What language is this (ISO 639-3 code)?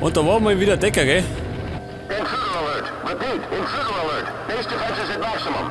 bar